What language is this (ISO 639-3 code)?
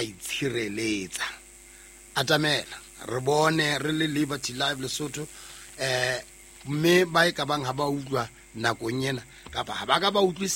sot